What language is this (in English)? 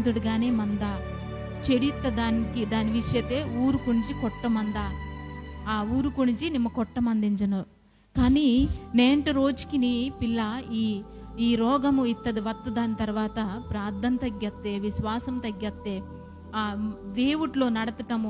Koya